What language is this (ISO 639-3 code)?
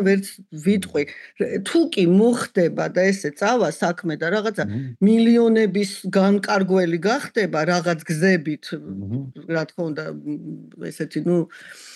kat